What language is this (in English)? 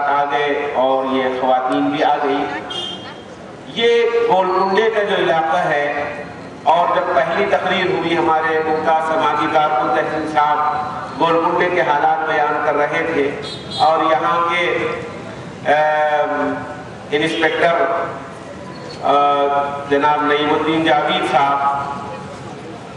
Urdu